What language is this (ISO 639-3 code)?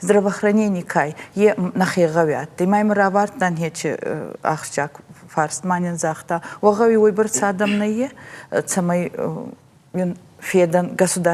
oss